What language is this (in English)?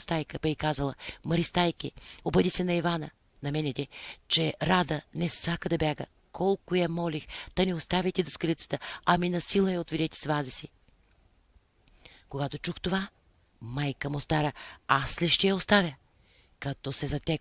Bulgarian